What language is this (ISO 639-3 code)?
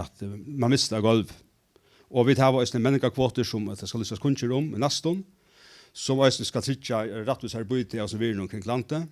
fao